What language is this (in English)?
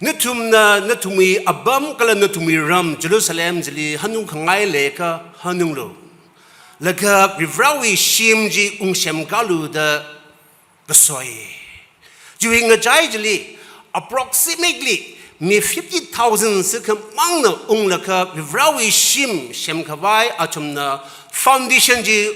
Tangkhul Naga (India)